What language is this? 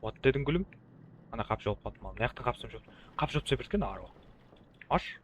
Kara-Kalpak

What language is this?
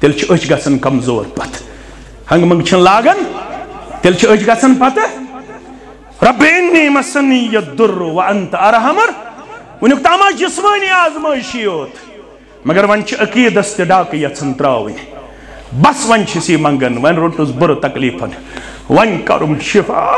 Kashmiri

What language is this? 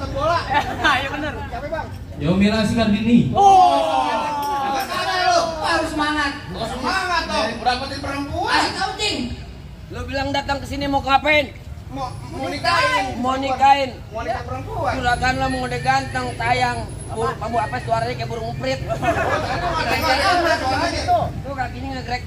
Betawi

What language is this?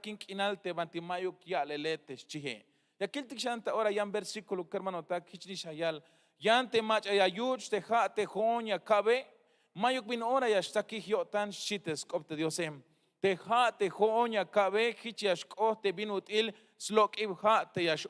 Tzeltal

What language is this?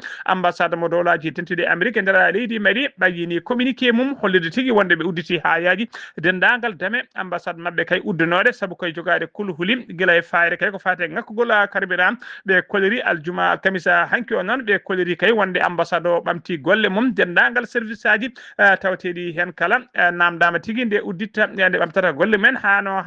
Fula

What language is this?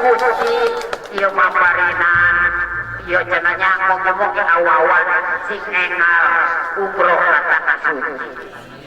Sundanese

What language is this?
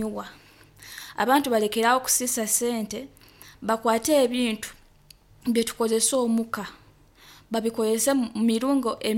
Nyoro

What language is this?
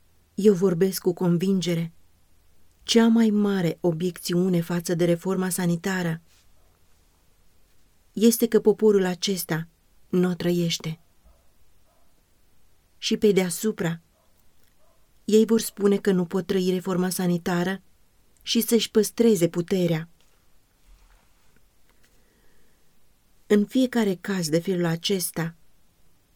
Romanian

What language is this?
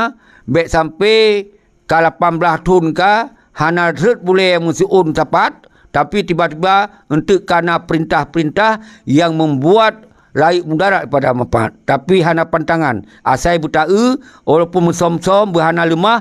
Achinese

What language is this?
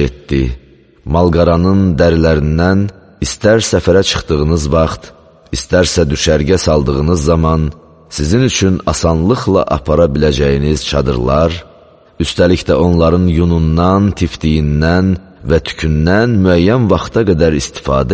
Azerbaijani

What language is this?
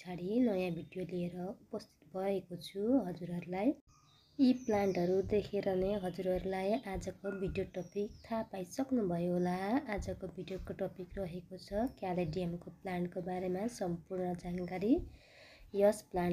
Nepali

